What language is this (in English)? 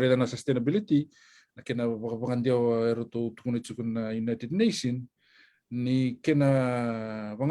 Fijian